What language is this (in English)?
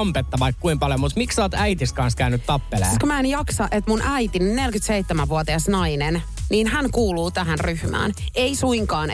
Finnish